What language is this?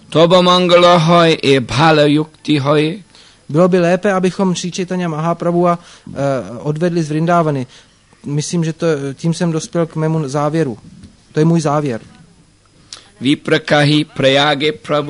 Czech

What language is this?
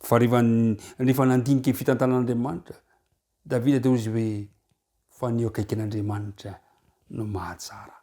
Malagasy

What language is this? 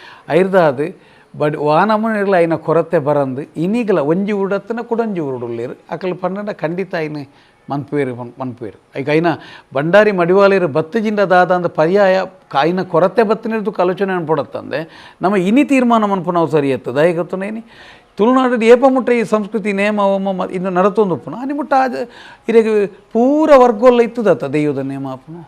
Tulu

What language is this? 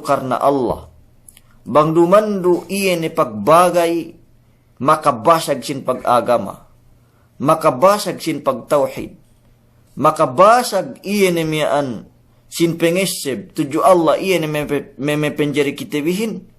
Yakan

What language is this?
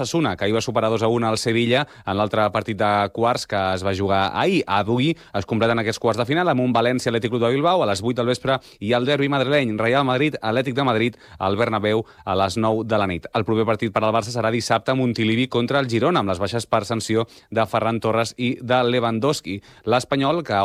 Catalan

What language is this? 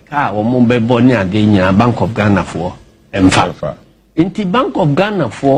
Akan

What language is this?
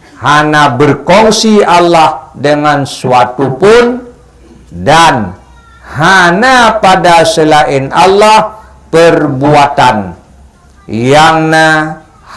Achinese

